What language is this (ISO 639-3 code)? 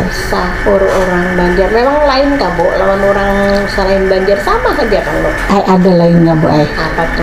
bjn